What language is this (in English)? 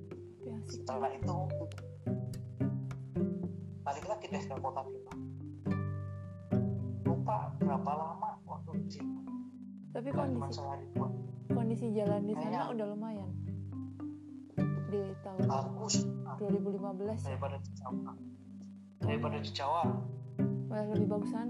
Indonesian